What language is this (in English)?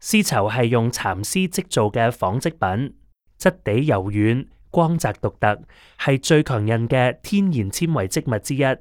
Cantonese